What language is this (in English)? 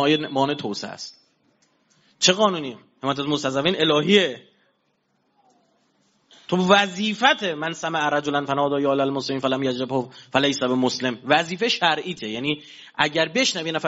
Persian